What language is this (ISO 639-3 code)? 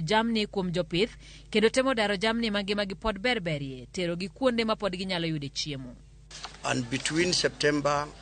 luo